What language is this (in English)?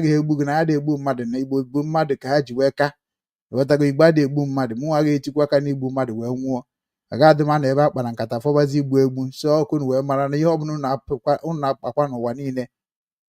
Igbo